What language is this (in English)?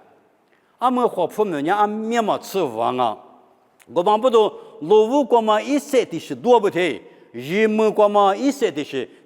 Lisu